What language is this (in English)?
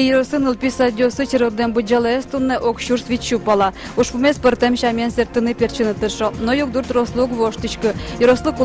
Udmurt